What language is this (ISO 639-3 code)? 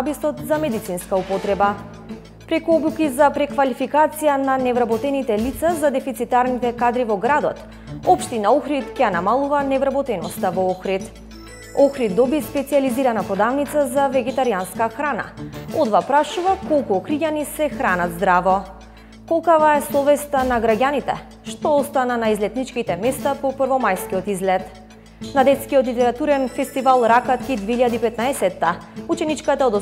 mkd